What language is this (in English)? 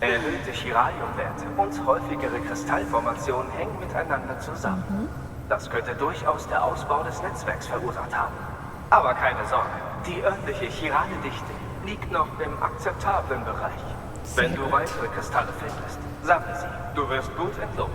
Swiss German